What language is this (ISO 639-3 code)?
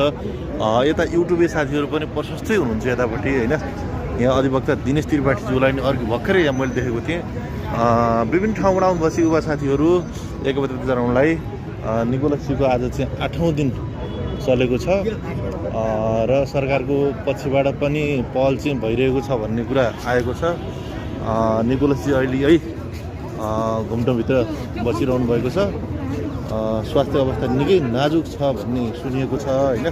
nep